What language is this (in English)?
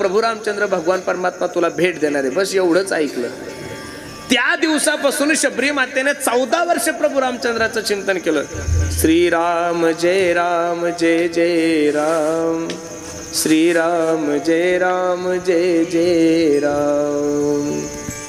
Marathi